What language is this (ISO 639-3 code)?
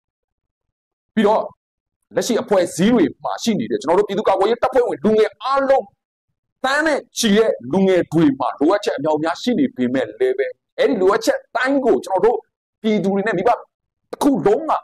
mya